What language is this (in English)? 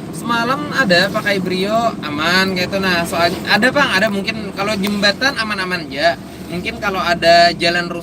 Banjar